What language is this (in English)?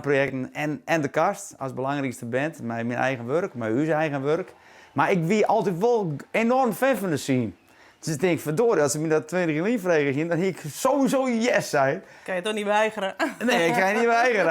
Western Frisian